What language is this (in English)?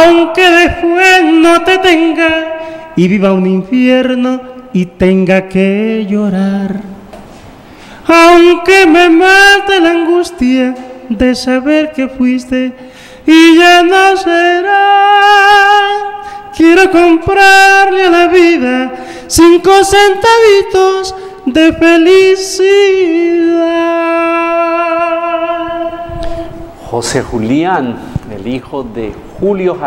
Spanish